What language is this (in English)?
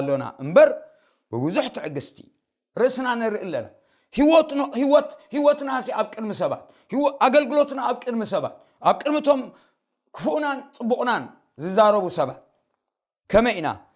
Tigrinya